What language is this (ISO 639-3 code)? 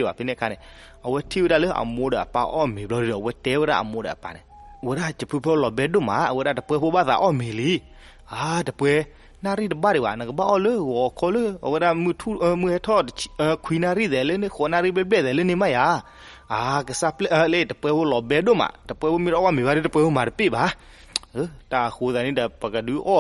ksw